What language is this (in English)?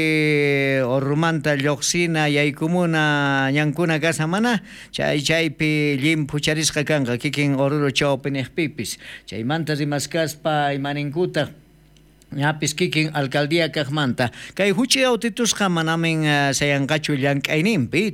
South Bolivian Quechua